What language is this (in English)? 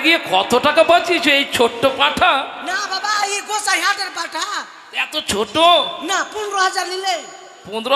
Bangla